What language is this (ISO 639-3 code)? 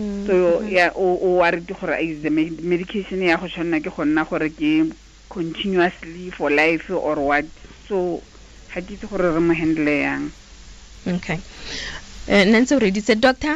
tsn